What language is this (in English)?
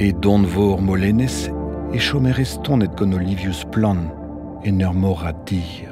Breton